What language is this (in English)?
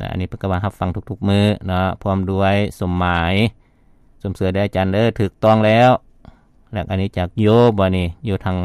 Lao